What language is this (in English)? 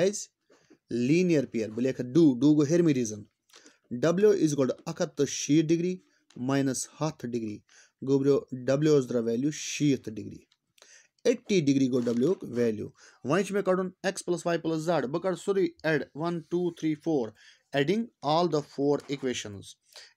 Kashmiri